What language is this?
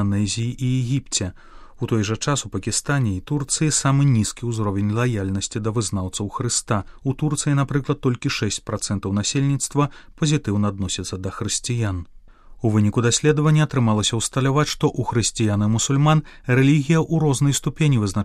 Belarusian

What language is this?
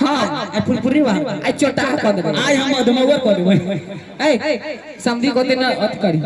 Maithili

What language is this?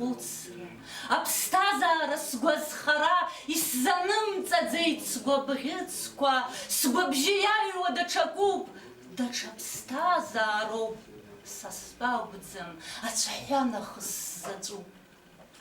Abkhazian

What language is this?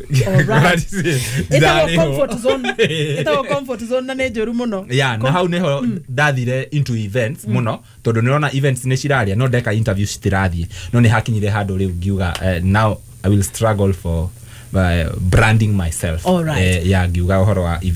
Kikuyu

